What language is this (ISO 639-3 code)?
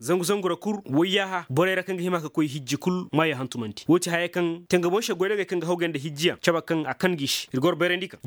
dje